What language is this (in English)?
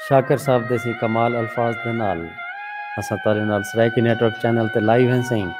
Saraiki